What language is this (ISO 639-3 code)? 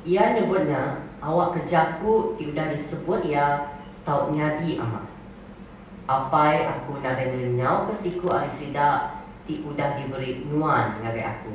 iba